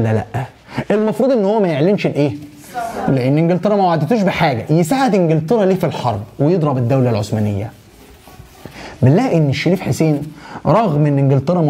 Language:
Egyptian Arabic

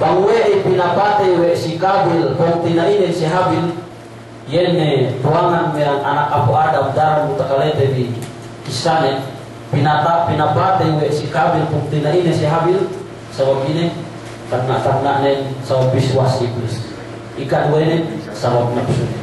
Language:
Yakan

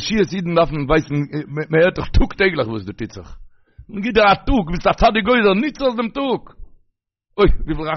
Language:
Yiddish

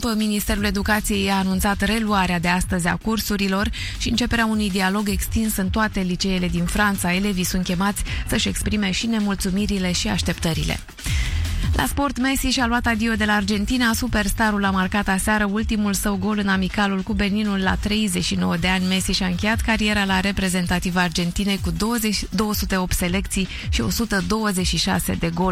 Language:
Romanian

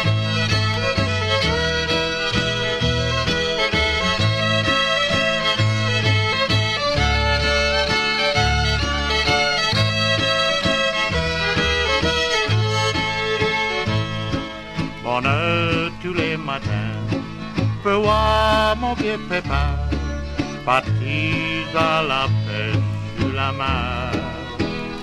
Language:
Cajun French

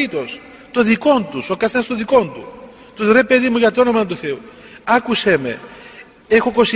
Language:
Greek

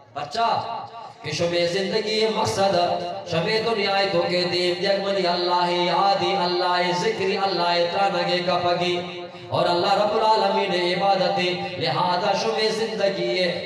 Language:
Eastern Balochi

